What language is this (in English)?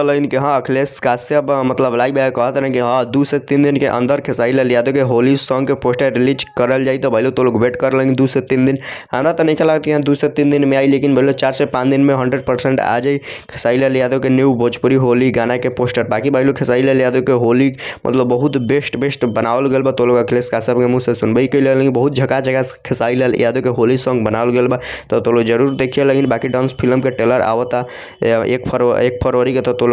Bhojpuri